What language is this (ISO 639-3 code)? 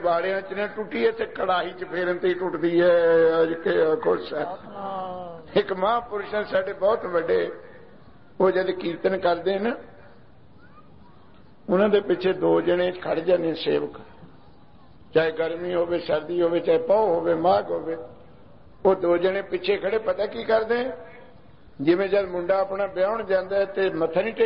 pan